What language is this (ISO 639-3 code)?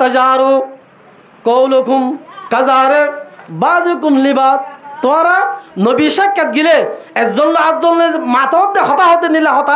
rhg